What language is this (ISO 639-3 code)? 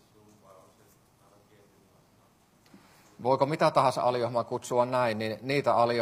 fin